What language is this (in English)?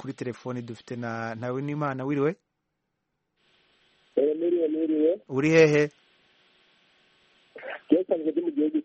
Kinyarwanda